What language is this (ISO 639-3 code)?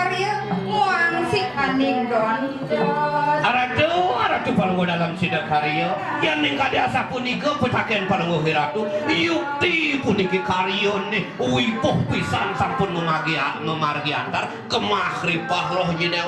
ban